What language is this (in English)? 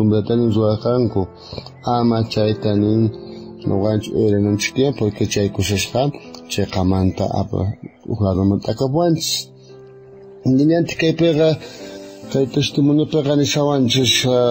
South Bolivian Quechua